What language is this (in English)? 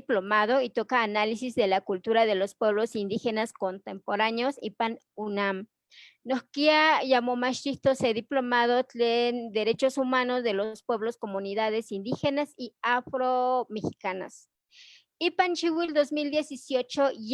Eastern Huasteca Nahuatl